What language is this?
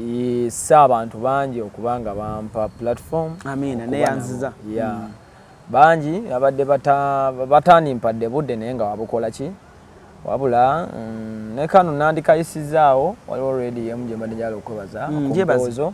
Ganda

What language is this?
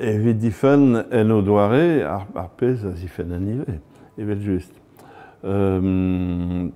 Breton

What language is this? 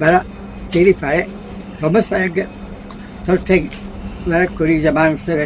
Divehi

